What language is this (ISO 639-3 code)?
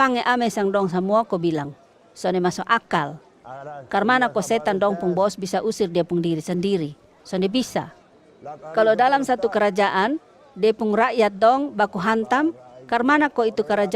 mkn